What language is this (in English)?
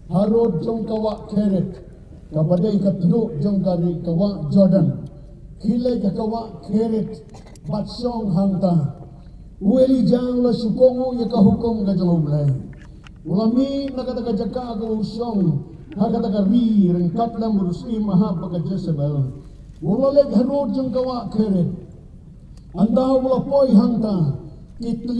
Khasi